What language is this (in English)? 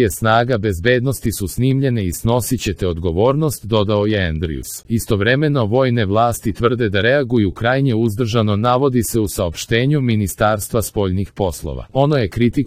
Serbian